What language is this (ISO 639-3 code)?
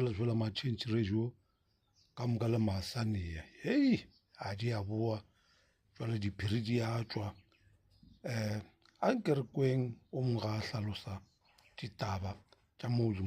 nso